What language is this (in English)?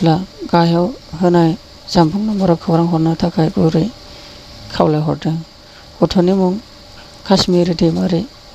Bodo